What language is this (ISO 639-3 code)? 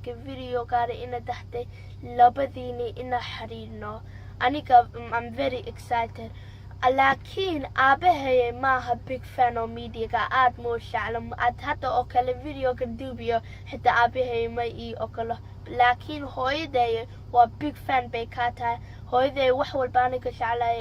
som